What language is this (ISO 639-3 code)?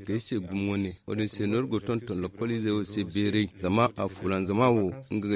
dje